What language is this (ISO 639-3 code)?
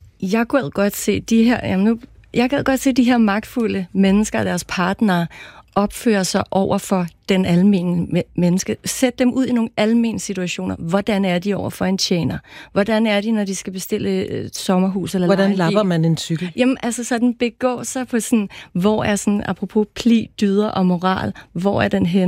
dan